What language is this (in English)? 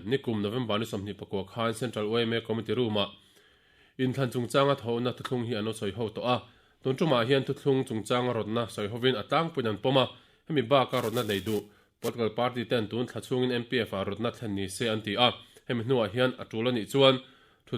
Mizo